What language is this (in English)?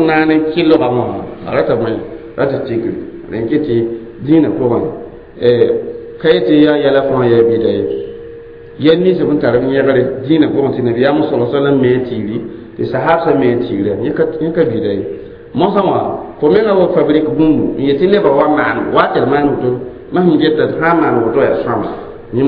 Mossi